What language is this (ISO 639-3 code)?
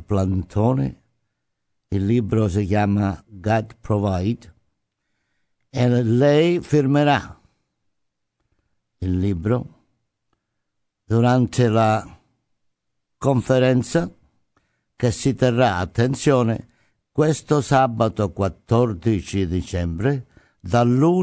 ita